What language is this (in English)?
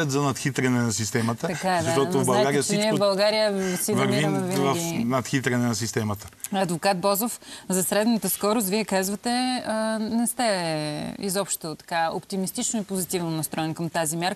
Bulgarian